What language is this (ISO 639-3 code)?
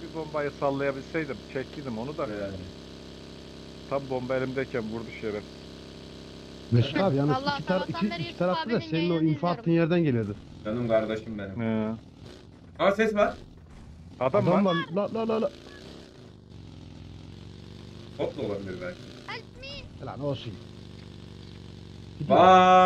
tur